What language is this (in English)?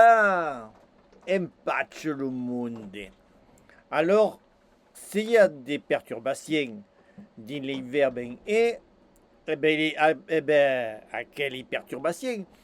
Occitan